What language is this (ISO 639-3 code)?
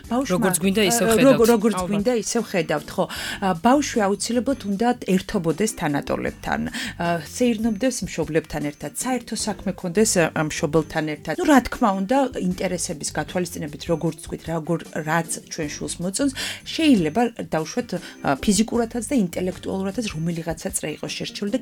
kat